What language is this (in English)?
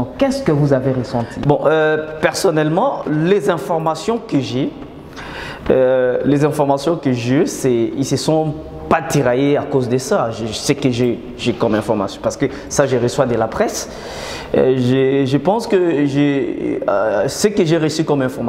French